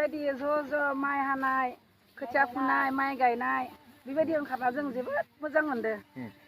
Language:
Bodo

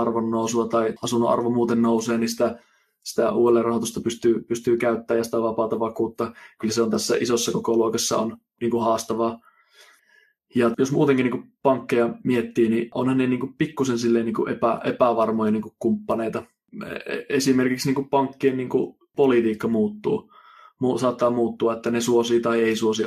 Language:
Finnish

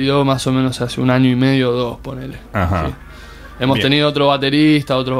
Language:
Spanish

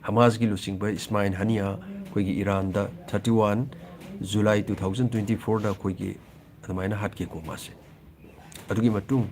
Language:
Manipuri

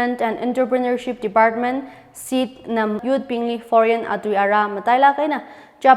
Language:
Tangkhul Naga (India)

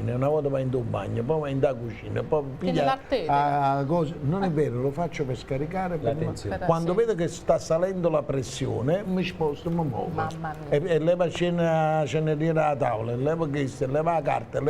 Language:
Neapolitan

